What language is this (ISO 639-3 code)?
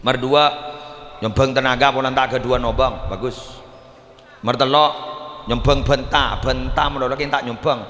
mad